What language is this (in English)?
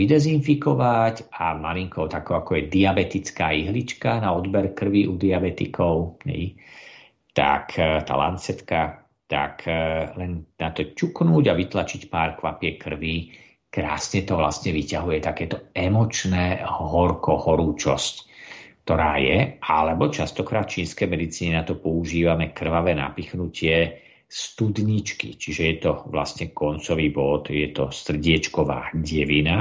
Slovak